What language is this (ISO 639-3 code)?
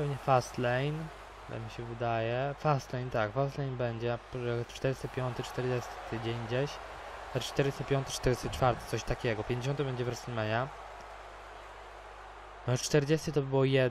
pol